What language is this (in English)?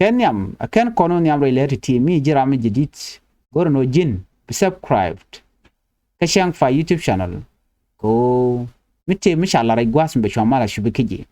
Nuer